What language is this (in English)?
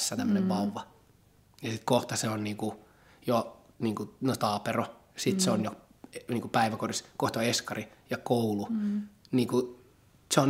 Finnish